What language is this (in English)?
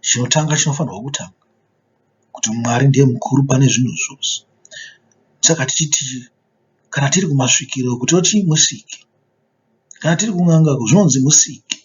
Shona